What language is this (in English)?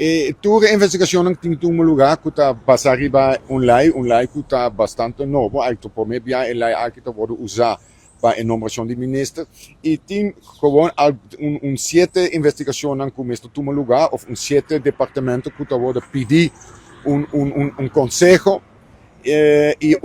Papiamento